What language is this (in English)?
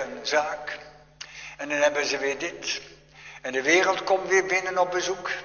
Dutch